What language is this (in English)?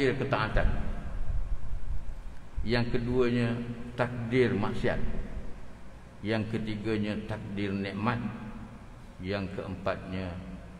Malay